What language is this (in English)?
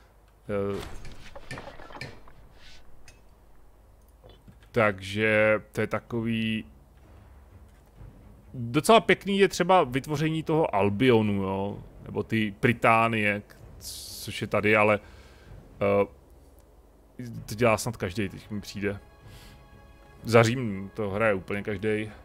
Czech